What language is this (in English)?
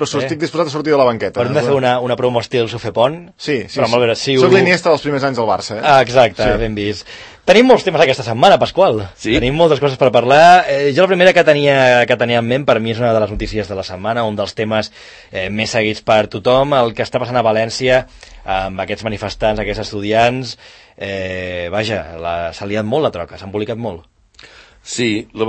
Catalan